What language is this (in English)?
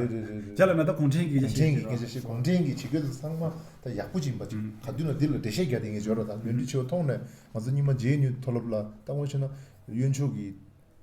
Tibetan